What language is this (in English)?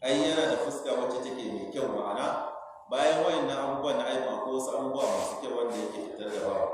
Hausa